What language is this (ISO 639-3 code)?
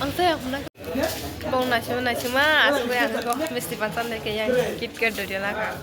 trp